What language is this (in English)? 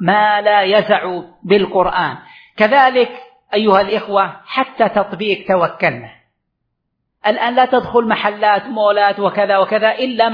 Arabic